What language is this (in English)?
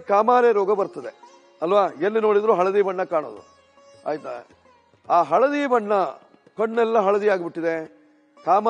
Kannada